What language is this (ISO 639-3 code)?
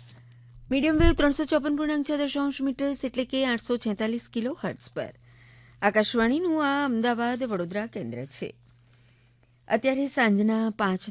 guj